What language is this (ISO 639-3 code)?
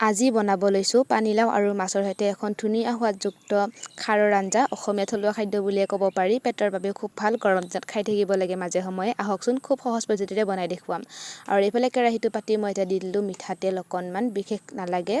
asm